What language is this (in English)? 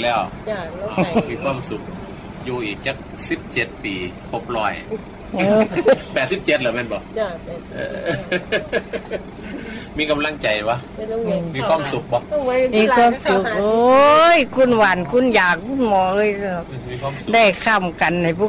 Thai